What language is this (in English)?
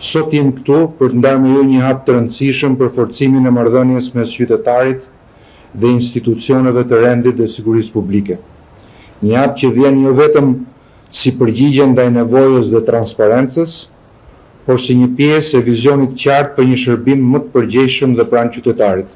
Albanian